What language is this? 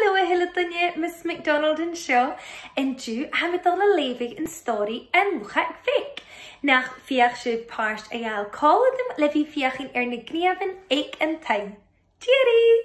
Scottish Gaelic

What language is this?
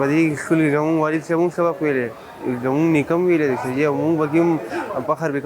Pashto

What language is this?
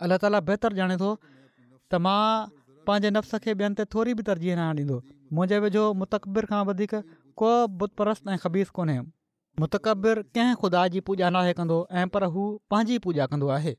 Sindhi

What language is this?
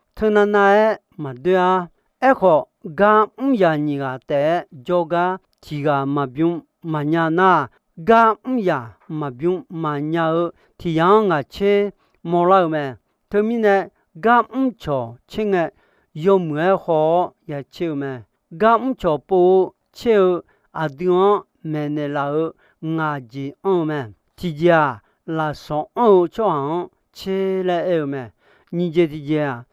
Akha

